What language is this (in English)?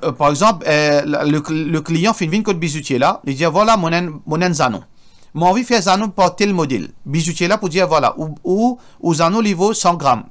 Morisyen